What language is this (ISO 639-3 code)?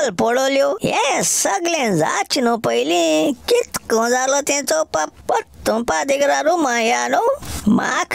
kok